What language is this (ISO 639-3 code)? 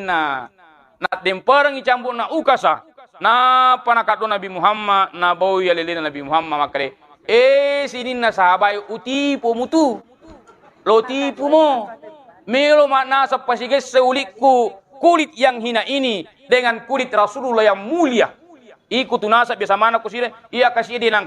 bug